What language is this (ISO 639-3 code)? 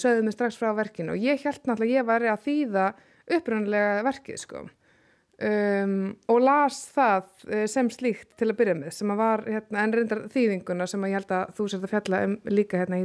isl